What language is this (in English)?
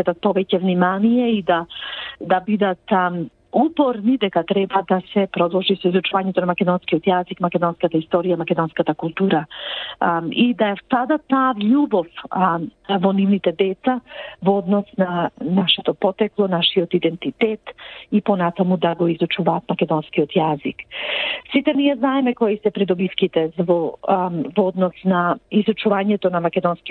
Macedonian